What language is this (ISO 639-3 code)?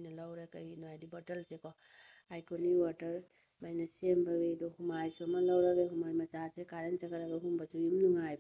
mni